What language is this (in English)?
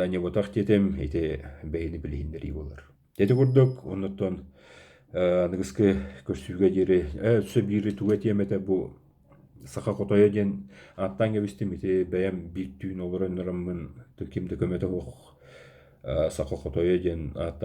Yakut